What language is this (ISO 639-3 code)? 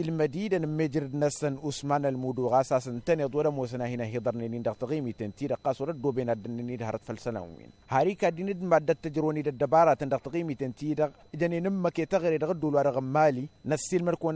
taq